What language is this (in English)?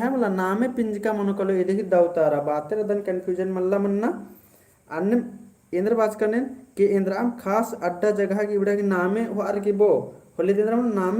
Kurukh